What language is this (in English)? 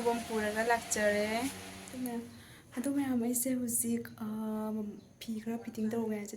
Manipuri